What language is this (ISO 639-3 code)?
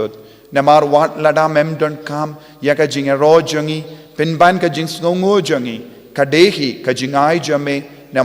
kha